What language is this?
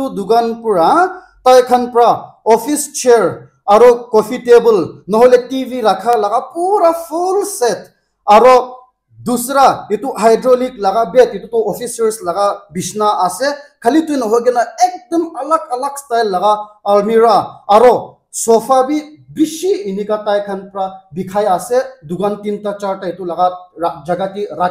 Naga Pidgin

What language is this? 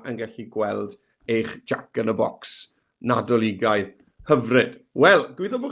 Welsh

